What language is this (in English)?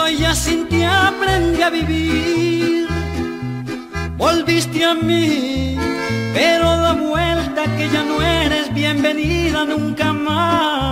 Spanish